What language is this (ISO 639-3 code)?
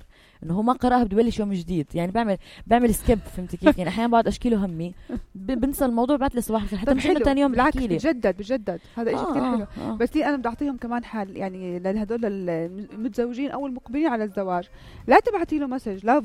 apc